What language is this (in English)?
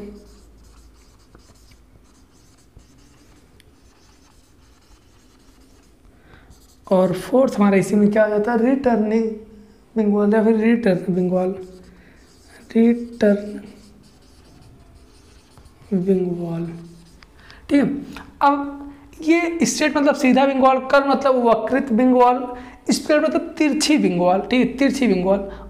Hindi